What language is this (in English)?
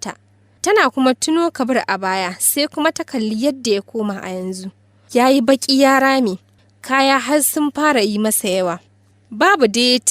Hausa